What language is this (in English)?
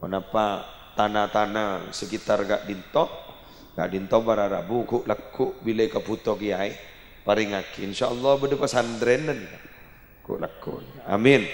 Madurese